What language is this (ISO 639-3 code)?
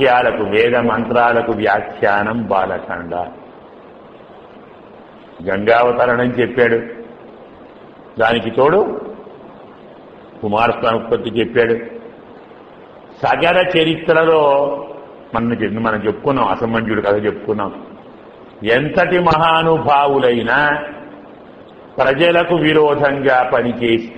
tel